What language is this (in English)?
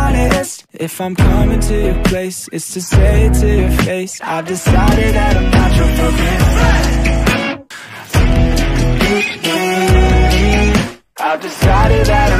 English